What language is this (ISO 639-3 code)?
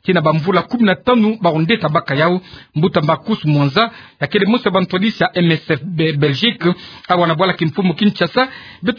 ktu